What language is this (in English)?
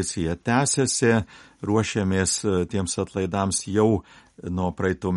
Lithuanian